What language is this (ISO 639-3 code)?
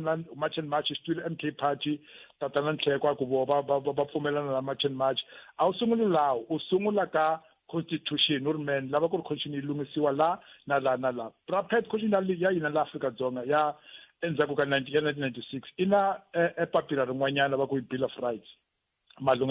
tso